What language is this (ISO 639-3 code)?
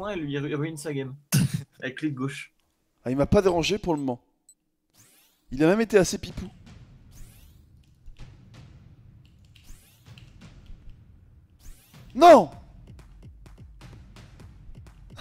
fra